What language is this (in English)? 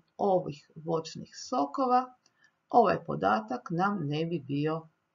Croatian